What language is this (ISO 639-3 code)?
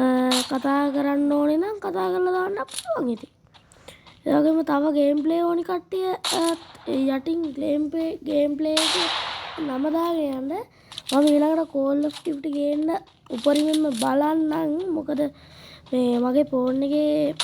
sin